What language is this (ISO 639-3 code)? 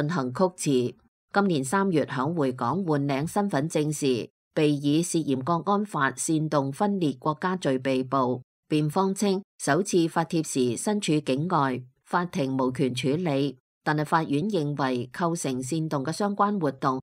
yue